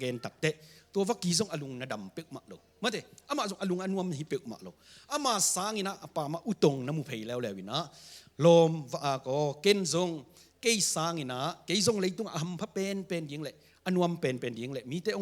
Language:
Tedim Chin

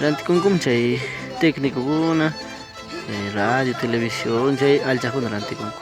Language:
Ayacucho Quechua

